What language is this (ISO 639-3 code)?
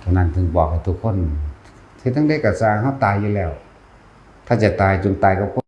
tts